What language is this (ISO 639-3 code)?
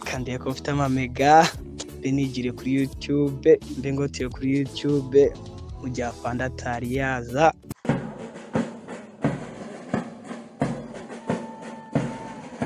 kin